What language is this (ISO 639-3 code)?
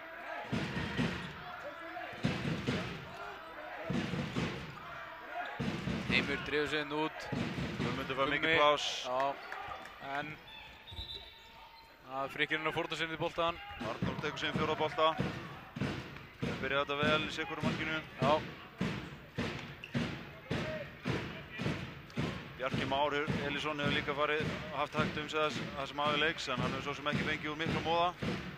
isl